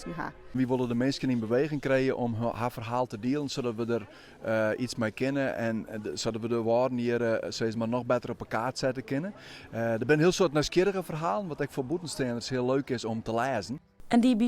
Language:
Western Frisian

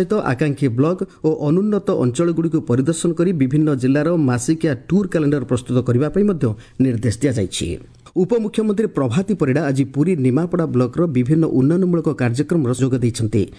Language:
Odia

